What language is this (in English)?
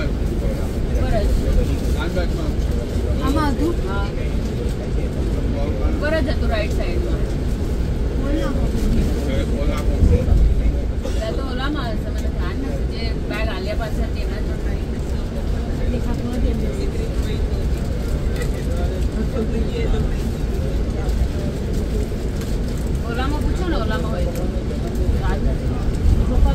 Gujarati